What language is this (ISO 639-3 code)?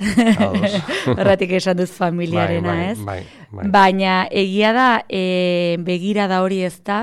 eus